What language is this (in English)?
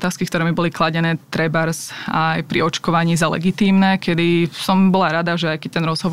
Slovak